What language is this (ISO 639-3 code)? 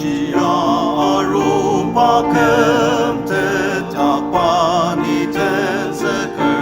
njo